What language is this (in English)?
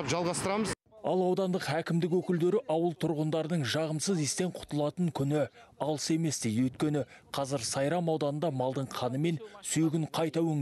Kazakh